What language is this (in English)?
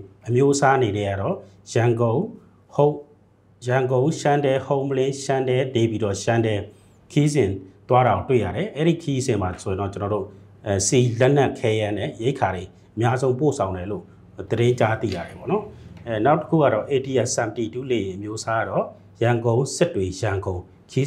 Burmese